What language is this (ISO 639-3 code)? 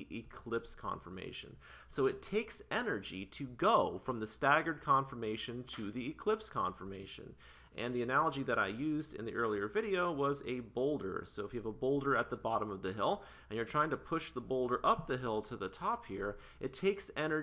eng